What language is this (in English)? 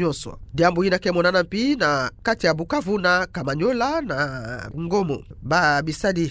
Kituba (Democratic Republic of Congo)